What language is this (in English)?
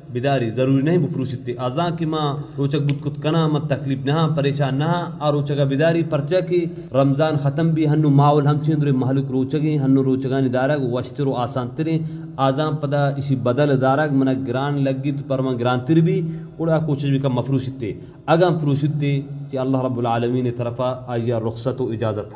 Baluchi